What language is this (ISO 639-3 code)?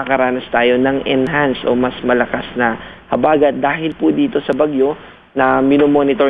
fil